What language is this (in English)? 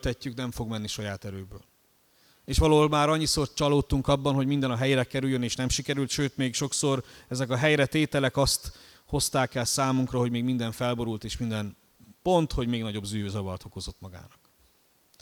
Hungarian